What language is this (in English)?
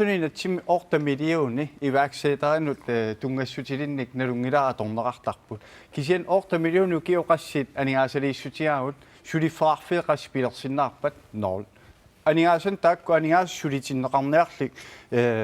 Kalaallisut